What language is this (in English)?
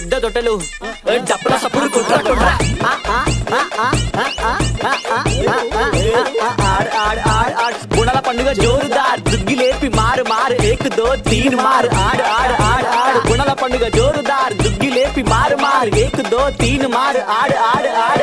Telugu